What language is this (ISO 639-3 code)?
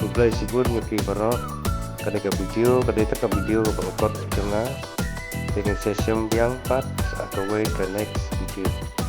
kha